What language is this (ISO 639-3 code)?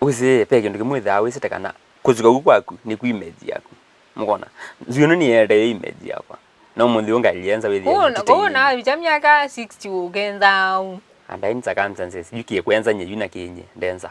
kam